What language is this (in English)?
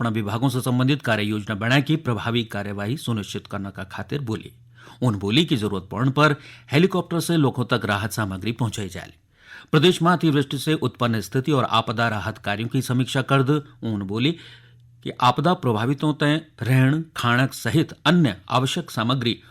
Garhwali